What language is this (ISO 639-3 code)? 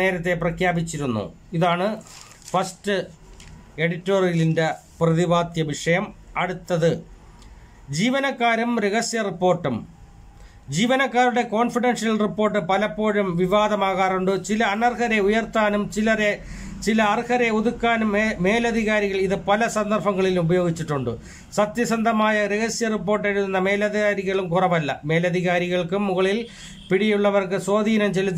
mal